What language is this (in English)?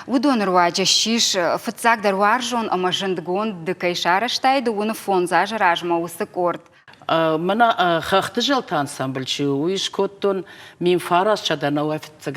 Ossetic